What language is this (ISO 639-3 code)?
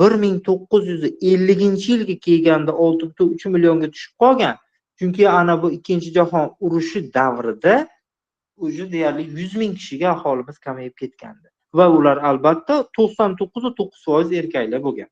uzb